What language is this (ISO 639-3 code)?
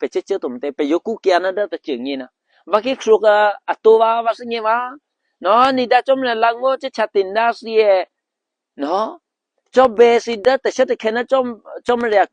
eky